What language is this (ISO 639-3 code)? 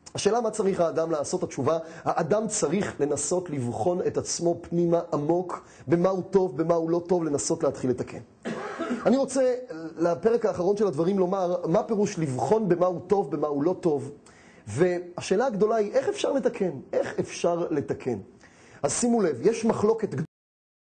heb